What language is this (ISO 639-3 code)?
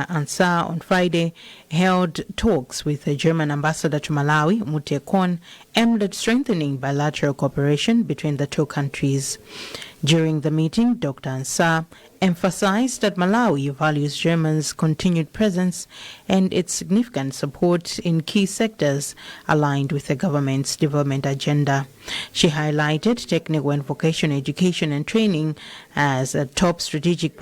eng